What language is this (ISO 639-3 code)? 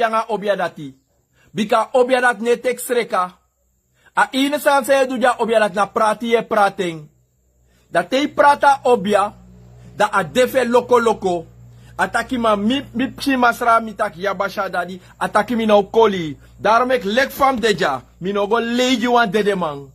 srn